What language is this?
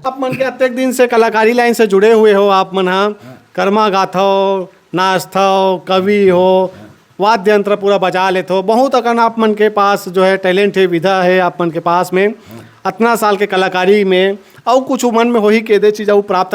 Chhattisgarhi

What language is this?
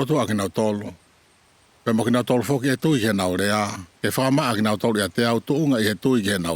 Tongan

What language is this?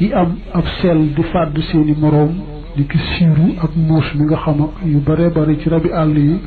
Wolof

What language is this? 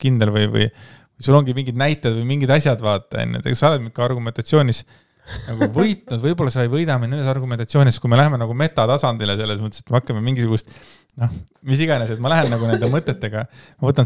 Estonian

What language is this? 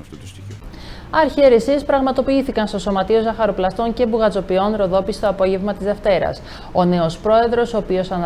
Greek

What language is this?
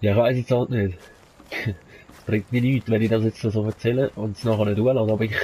Swiss German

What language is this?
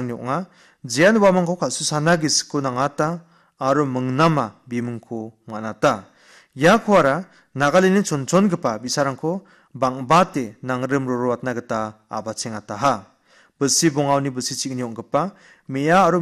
Garo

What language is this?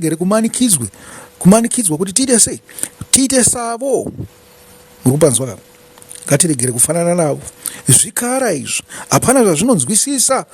Shona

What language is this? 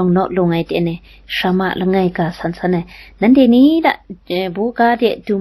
Kachin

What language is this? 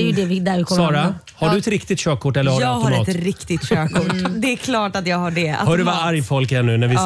Swedish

